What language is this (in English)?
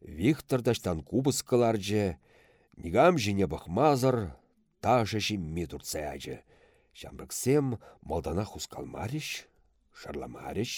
Chuvash